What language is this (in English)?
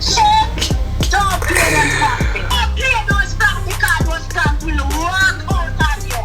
Jamaican Creole English